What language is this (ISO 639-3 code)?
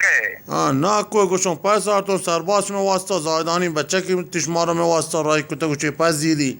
bgp